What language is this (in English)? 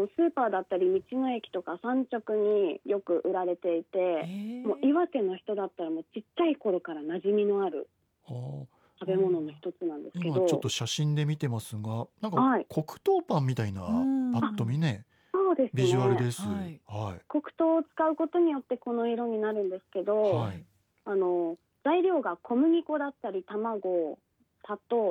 Japanese